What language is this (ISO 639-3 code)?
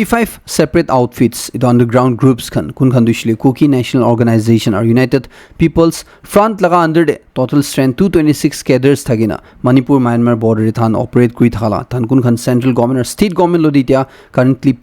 nag